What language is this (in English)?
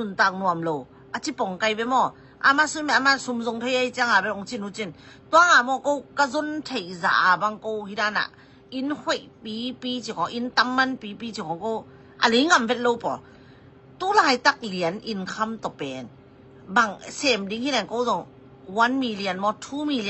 Tedim Chin